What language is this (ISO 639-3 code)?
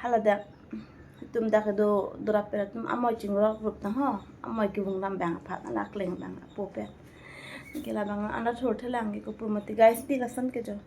mjw